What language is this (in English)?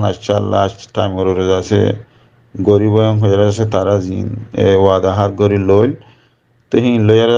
Rohingya